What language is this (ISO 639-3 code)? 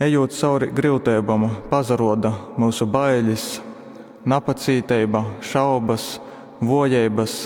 ltg